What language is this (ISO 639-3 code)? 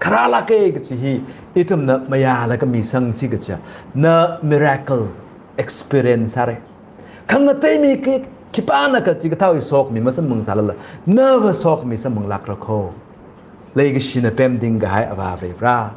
nmf